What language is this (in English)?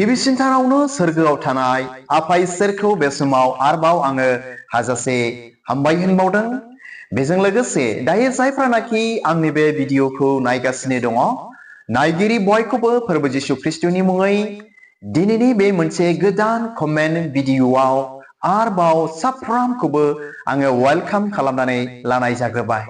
Bodo